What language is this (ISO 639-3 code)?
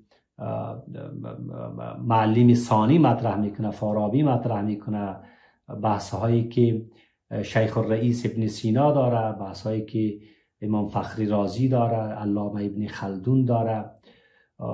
fas